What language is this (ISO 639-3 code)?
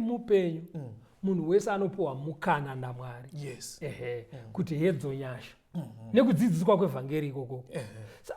sna